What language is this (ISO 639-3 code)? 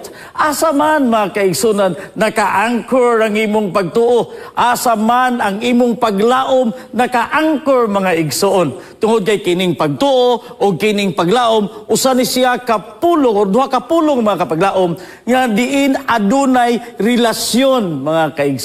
ceb